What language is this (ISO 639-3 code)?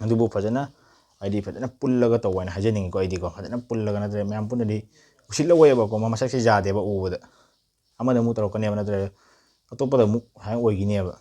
mni